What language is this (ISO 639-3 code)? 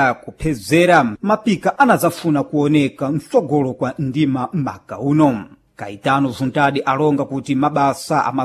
seh